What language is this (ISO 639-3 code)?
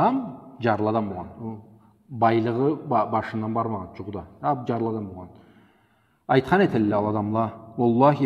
krc